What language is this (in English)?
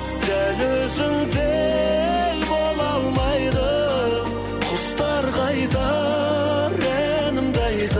Kazakh